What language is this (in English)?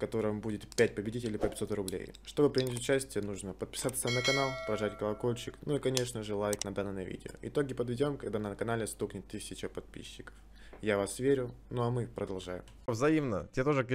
Russian